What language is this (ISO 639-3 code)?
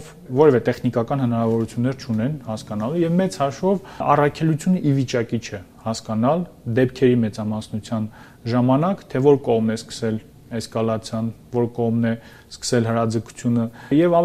hye